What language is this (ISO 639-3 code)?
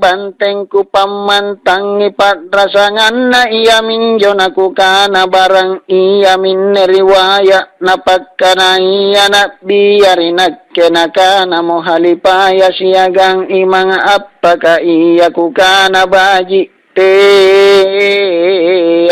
mak